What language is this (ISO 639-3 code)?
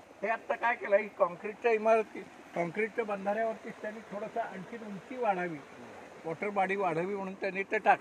mar